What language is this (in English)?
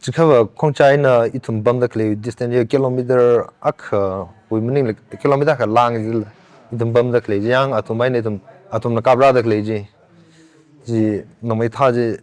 Tangkhul Naga (India)